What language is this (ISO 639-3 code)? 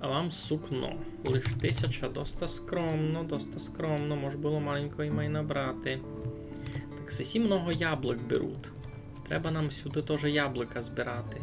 rue